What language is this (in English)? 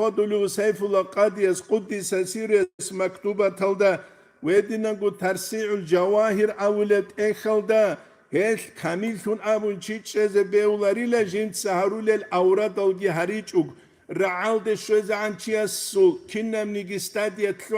Avaric